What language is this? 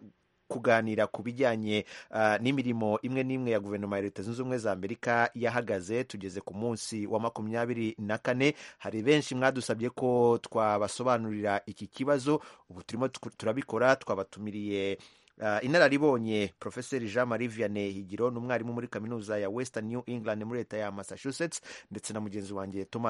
Kinyarwanda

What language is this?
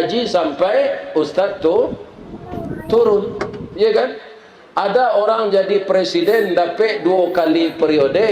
Minangkabau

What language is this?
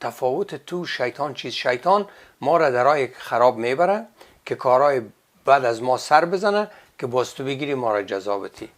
Persian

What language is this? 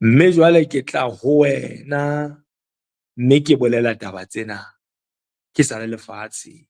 Southern Sotho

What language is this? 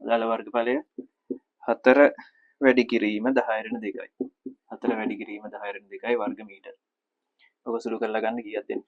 Sinhala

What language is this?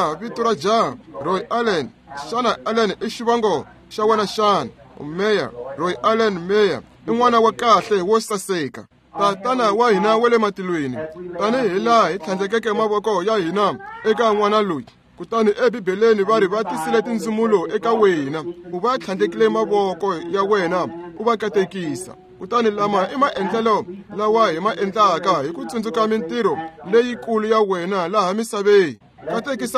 Tsonga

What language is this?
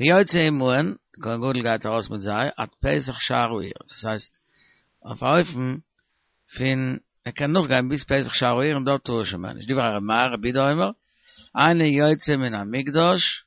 Yiddish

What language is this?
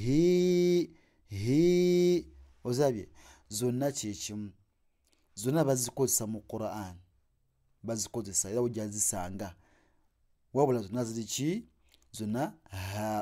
Ganda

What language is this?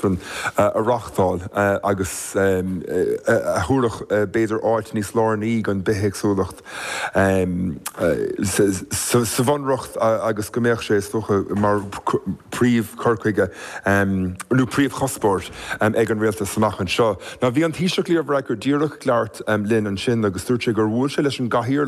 Irish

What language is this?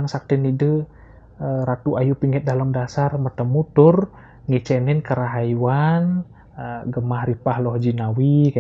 Balinese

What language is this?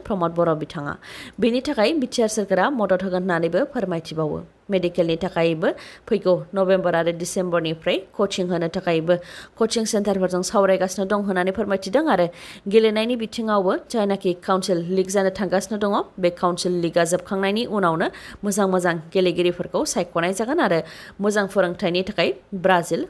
Bodo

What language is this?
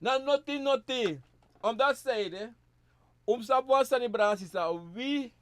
Sranan Tongo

